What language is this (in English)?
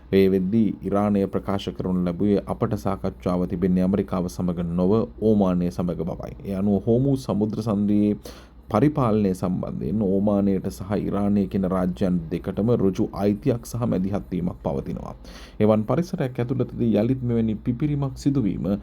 Sinhala